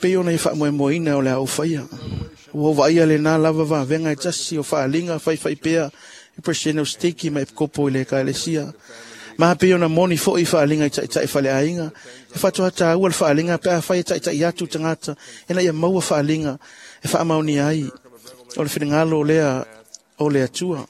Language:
Samoan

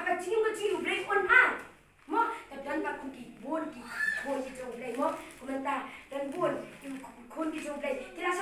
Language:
Khasi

